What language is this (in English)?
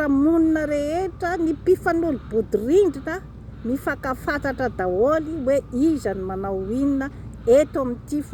Malagasy